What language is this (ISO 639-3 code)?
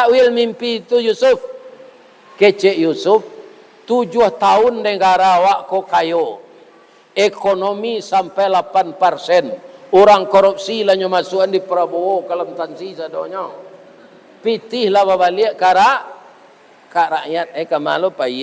min